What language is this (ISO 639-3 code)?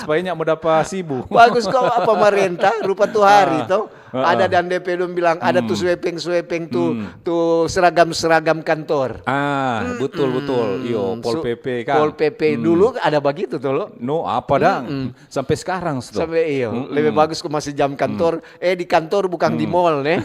xmm